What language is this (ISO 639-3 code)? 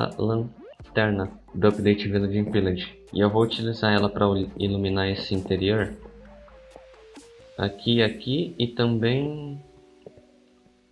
por